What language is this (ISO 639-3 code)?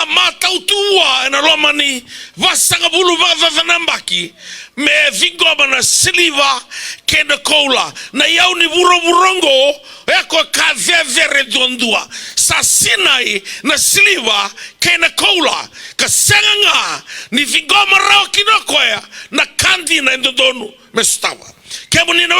fij